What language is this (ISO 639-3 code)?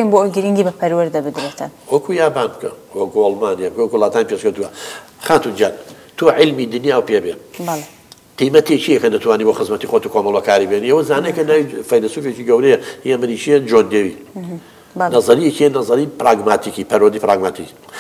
ckb